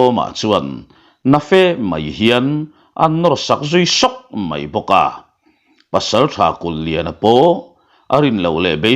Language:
Mizo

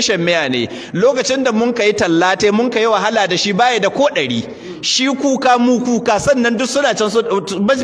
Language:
Hausa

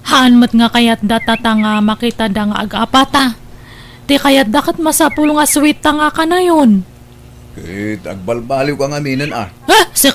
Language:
Iloko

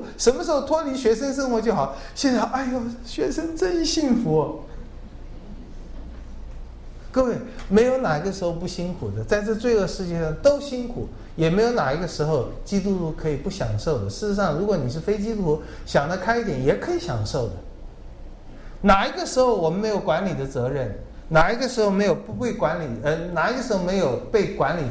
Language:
Chinese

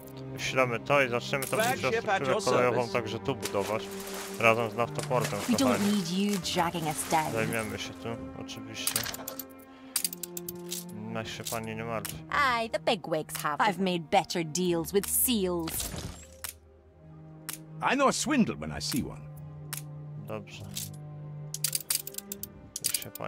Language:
Polish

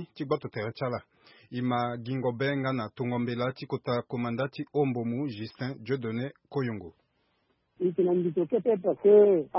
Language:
Sango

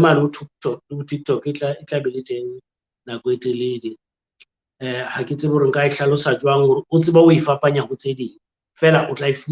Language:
Southern Sotho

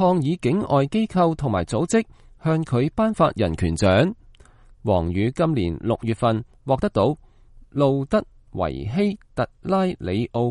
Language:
Cantonese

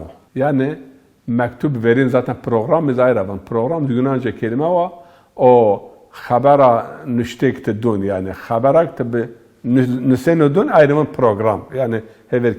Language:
Zaza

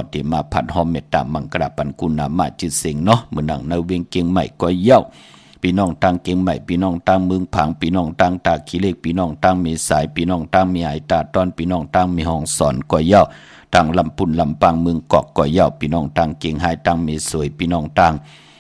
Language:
Shan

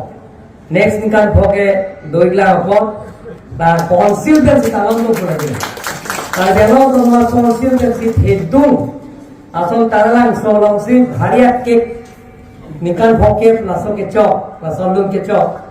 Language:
Karbi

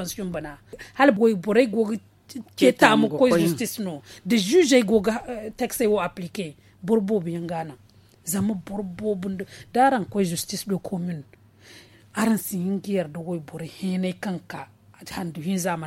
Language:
Zarma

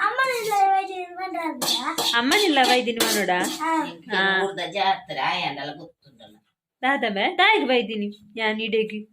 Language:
Tulu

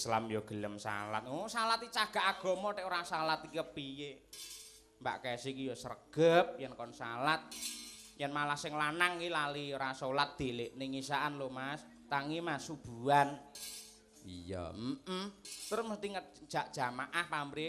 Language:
Javanese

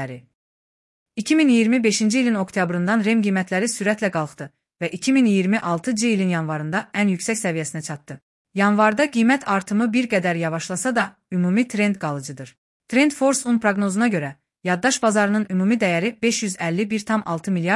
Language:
Azerbaijani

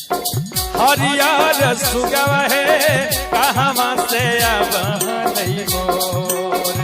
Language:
Magahi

